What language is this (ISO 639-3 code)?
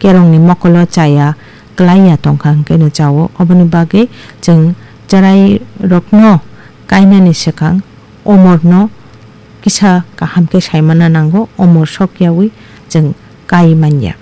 trp